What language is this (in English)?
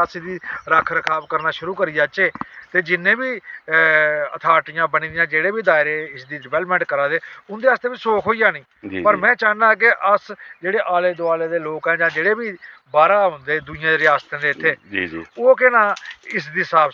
Dogri